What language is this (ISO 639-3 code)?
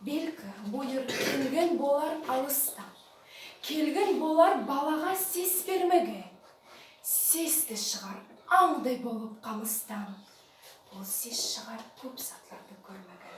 nog